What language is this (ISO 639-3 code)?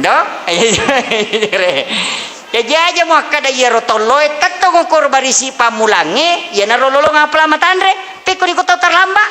bug